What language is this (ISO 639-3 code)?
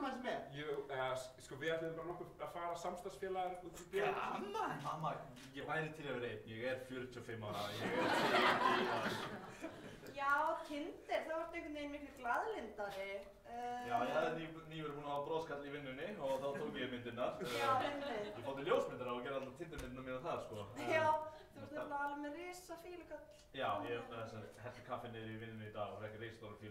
isl